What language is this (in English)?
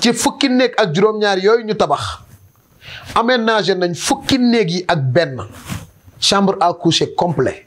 Wolof